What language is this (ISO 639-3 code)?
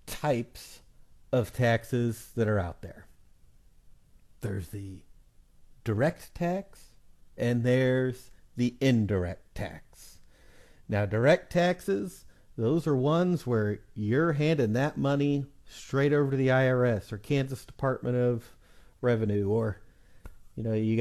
eng